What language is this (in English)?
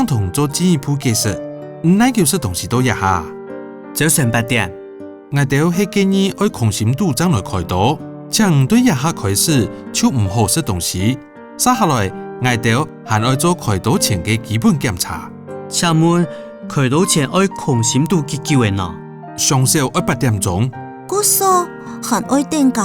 Hakka Chinese